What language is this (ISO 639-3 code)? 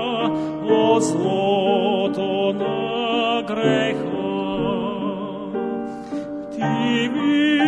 bul